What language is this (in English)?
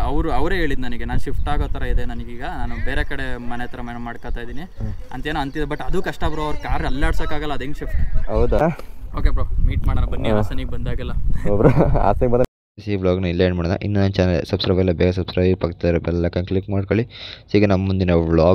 Kannada